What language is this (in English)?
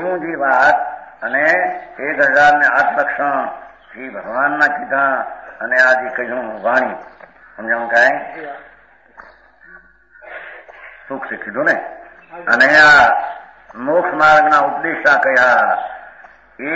Gujarati